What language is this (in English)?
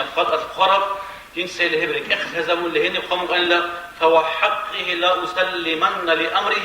Avaric